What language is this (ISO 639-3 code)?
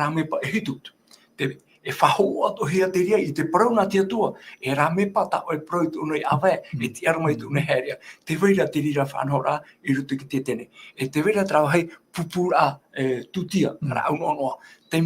tah